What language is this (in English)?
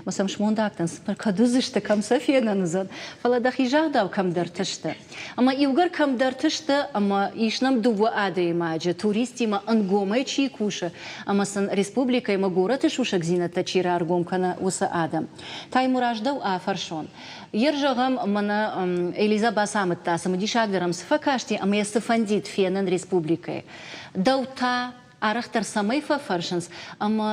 Ossetic